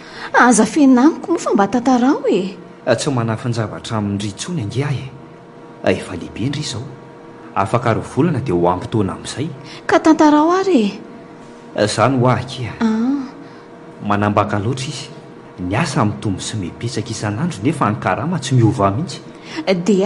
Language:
Malagasy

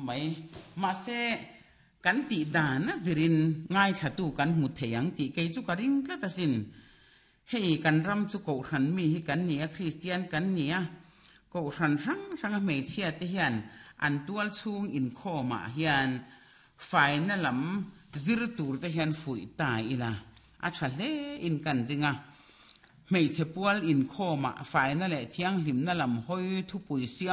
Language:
Mizo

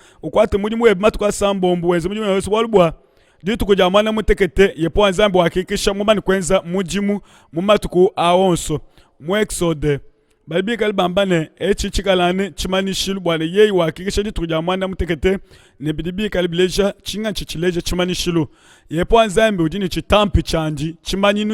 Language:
Luba-Lulua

